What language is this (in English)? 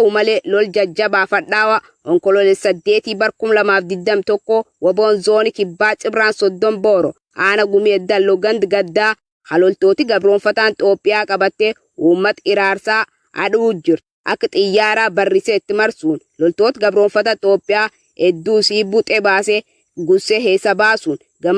Oromo